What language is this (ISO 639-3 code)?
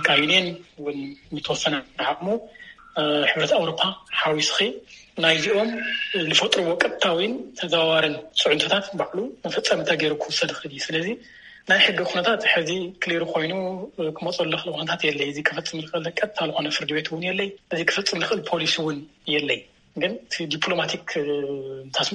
tir